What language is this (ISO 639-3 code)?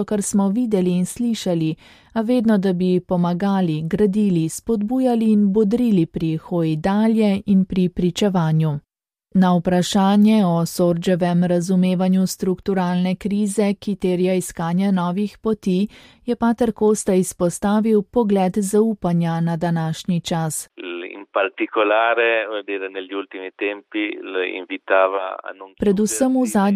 slv